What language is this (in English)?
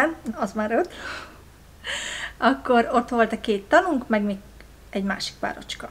Hungarian